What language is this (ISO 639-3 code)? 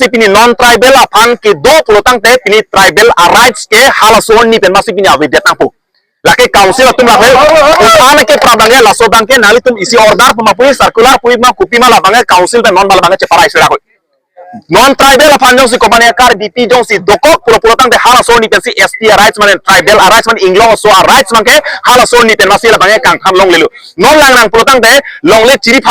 mjw